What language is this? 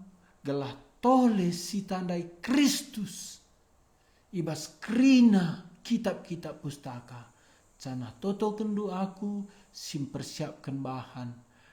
Batak Karo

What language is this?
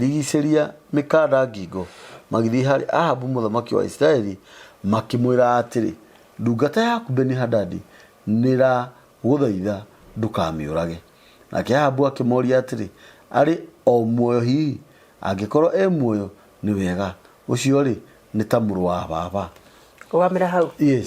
Kikuyu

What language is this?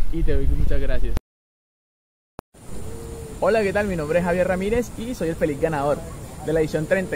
Spanish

